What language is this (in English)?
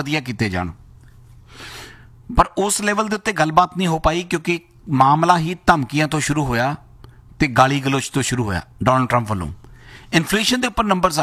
Punjabi